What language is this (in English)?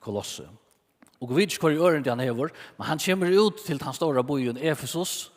Faroese